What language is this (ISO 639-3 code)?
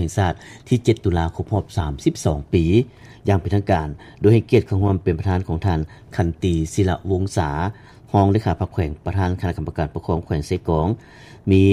lao